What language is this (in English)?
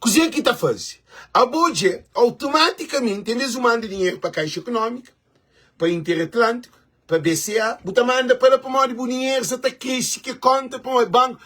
Kabuverdianu